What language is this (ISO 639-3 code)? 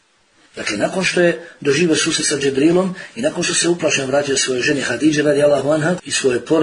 bos